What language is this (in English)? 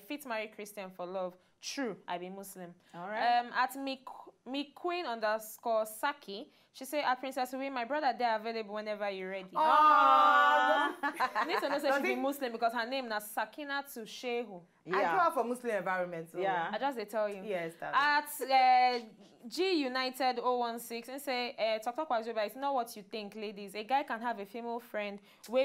Nigerian Pidgin